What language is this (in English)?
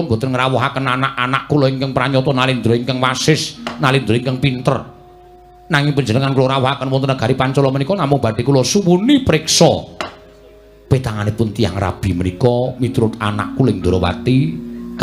Javanese